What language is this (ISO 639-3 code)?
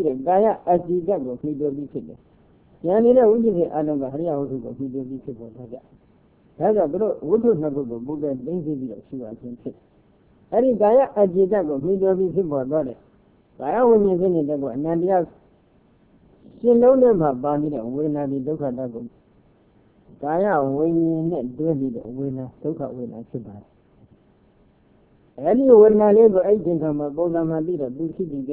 mya